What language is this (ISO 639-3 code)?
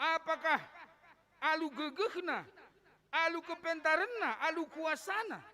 btx